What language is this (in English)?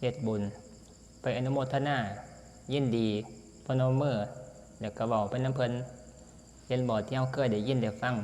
Northeastern Thai